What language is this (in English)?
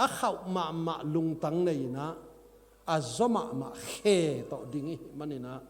Tedim Chin